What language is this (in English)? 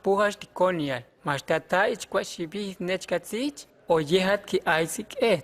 Huastec